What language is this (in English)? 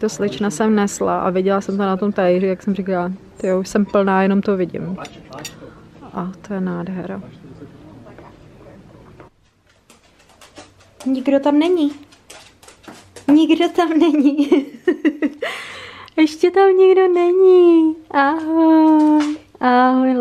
Czech